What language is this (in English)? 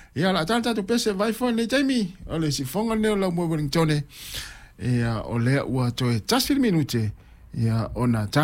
Samoan